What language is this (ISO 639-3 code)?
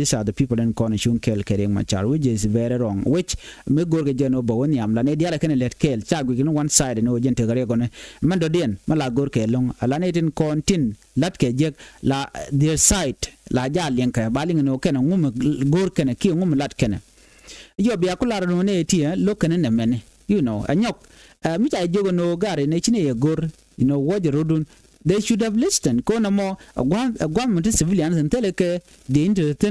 nus